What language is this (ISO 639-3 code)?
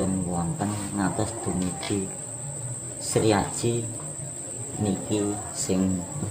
jav